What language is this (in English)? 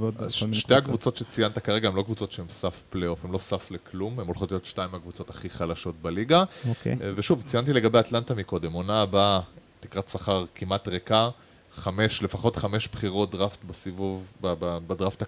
Hebrew